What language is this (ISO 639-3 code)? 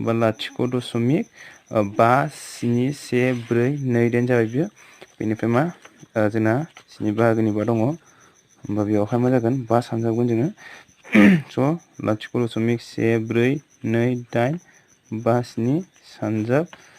brx